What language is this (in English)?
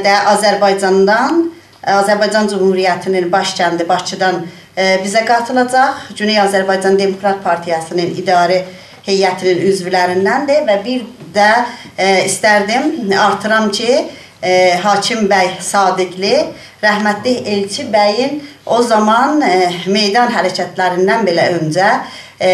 South Azerbaijani